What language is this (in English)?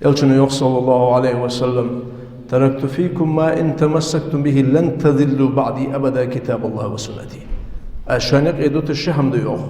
Ingush